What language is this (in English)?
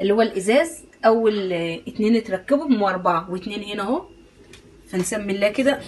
Egyptian Arabic